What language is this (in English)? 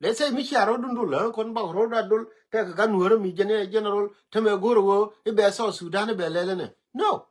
Nuer